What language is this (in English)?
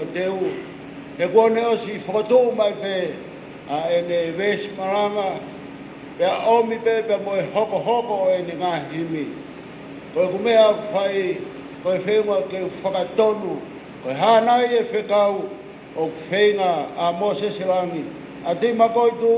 Tongan